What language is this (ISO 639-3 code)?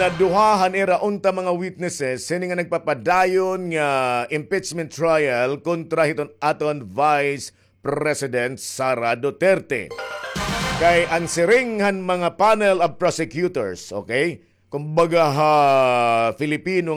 war